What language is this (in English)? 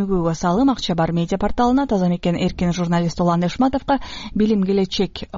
Kyrgyz